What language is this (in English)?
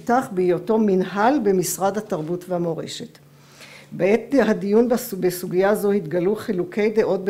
Hebrew